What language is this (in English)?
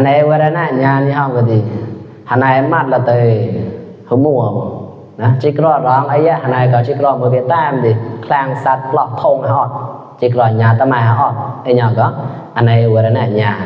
Mon